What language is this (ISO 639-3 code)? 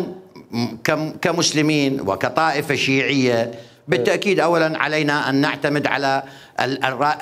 acm